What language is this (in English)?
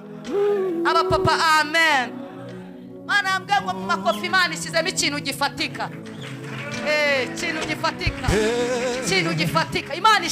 Kinyarwanda